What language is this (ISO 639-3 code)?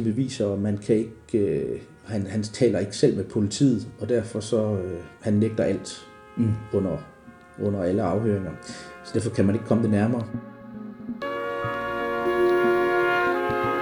dan